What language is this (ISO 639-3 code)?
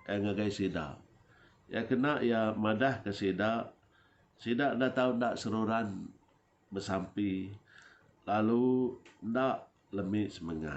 iba